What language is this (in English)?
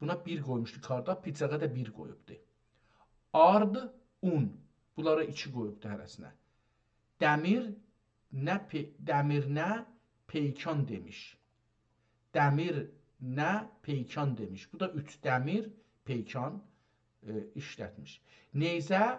South Azerbaijani